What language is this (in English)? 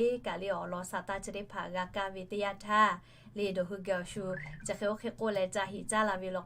Lahu